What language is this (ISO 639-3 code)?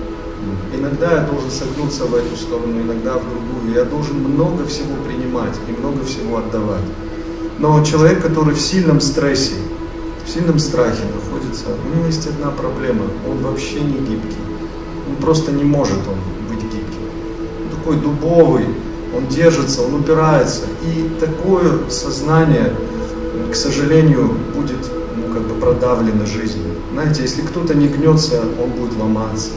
rus